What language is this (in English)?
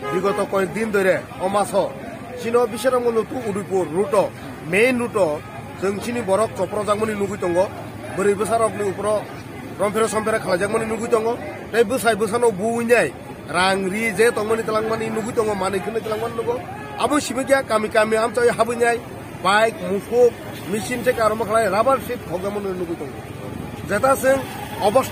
Kok Borok